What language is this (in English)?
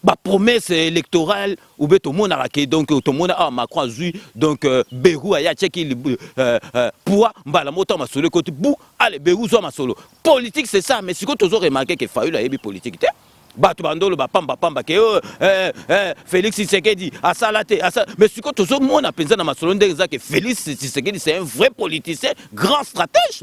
Lingala